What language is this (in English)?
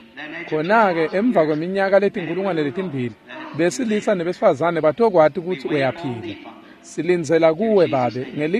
Swati